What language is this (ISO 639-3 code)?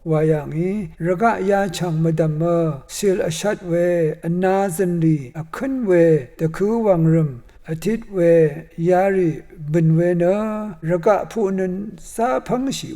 raw